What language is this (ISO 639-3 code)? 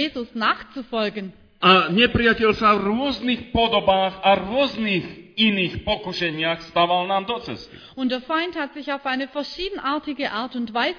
slk